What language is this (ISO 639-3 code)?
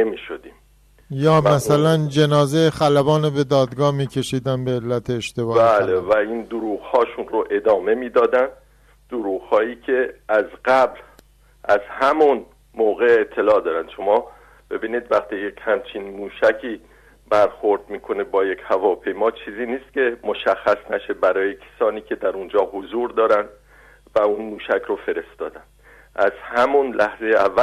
fas